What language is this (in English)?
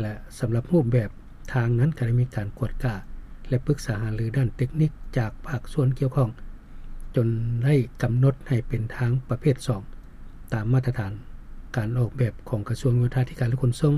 Lao